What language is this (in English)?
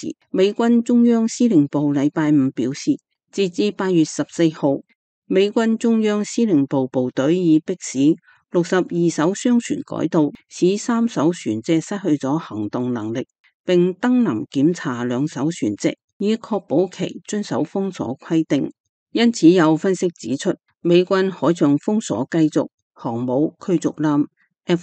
Cantonese